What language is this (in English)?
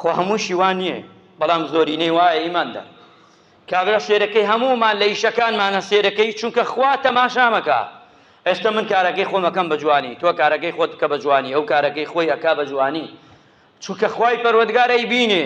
Central Kurdish